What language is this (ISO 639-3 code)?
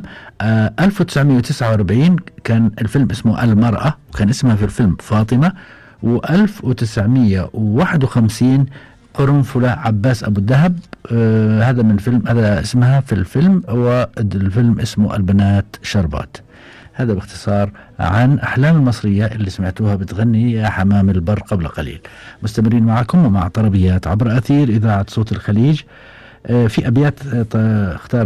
afb